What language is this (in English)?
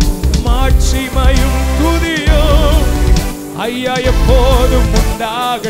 Tamil